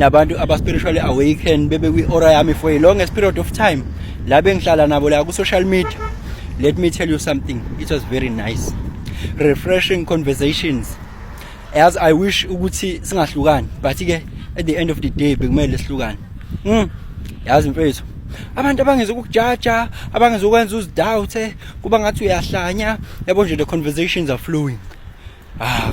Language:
Zulu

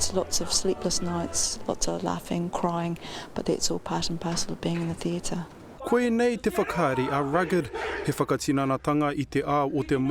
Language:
Māori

